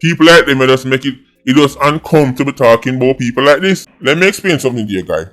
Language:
Jamaican Creole English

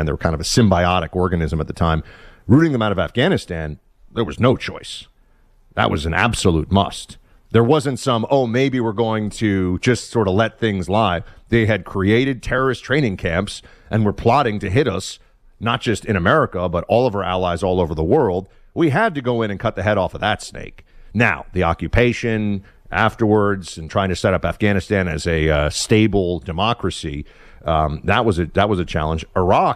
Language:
English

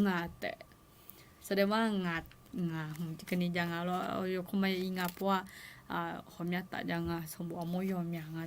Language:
Akha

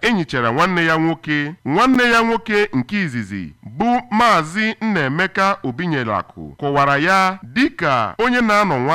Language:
Igbo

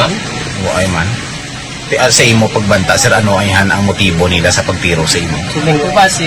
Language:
Hiligaynon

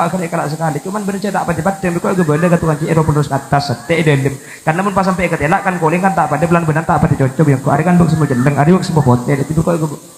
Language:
Madurese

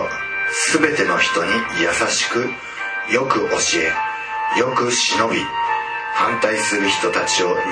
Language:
Japanese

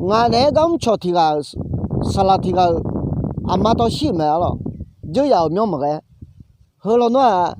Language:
Akha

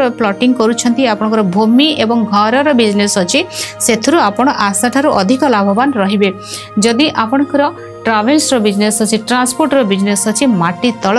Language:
Odia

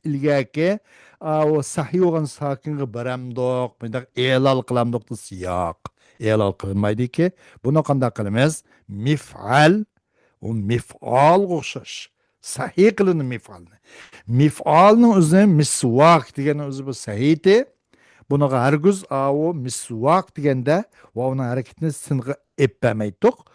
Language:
Uyghur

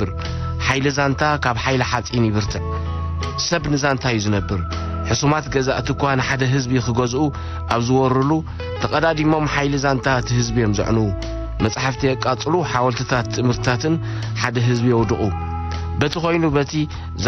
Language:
Tigrinya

